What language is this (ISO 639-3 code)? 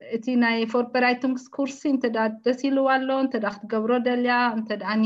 tir